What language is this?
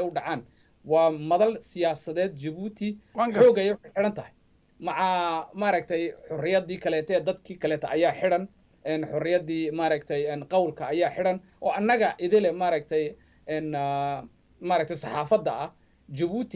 Somali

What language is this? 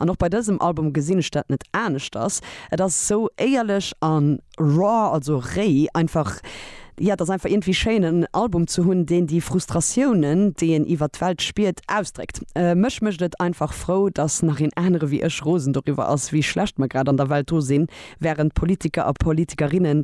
Luxembourgish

